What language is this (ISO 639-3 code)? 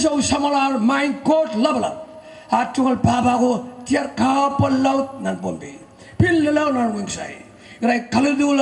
pon